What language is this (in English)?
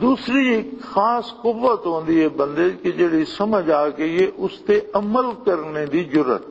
Western Panjabi